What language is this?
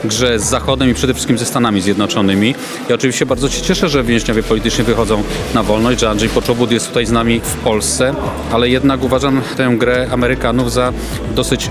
Polish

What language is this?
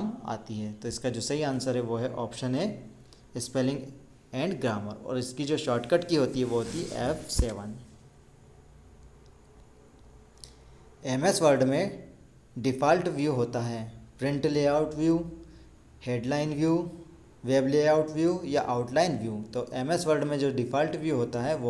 Hindi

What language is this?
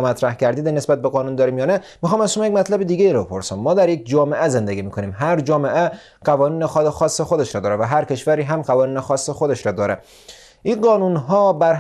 Persian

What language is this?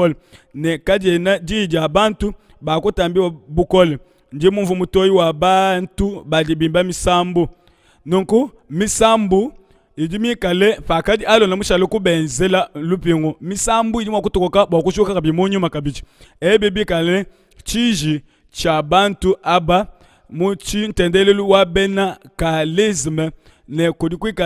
Luba-Lulua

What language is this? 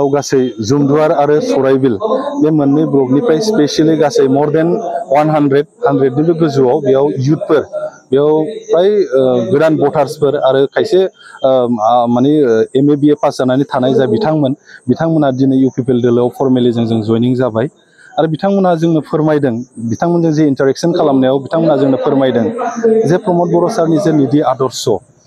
Bodo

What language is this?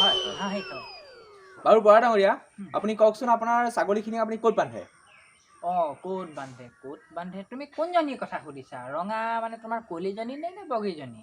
Assamese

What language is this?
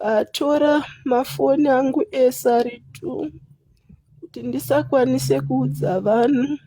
Shona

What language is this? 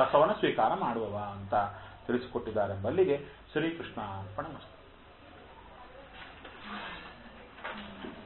Kannada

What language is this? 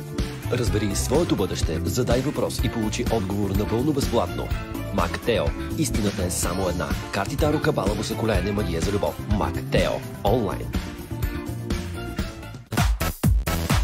Bulgarian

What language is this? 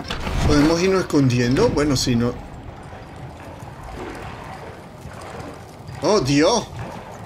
Spanish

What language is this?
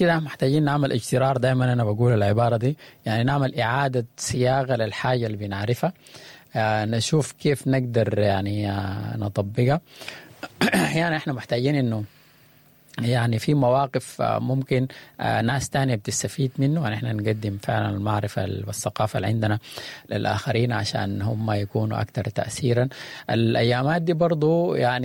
Sudanese Arabic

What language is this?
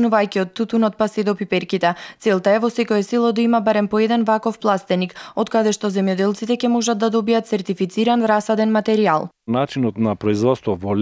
Macedonian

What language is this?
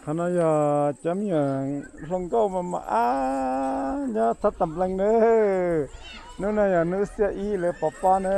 Hmong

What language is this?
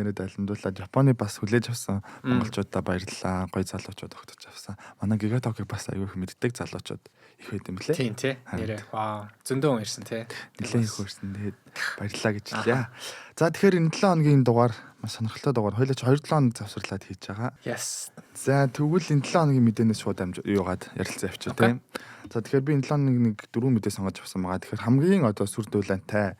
Mongolian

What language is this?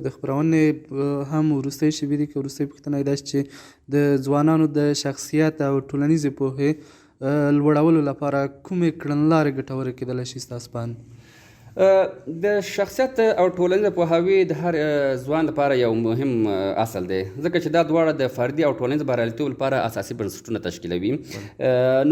Pashto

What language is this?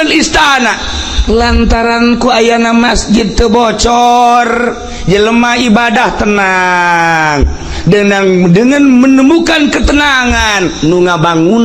Sundanese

